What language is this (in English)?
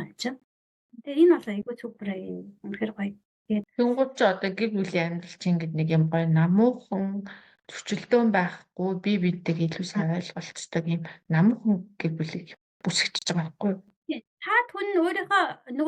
Mongolian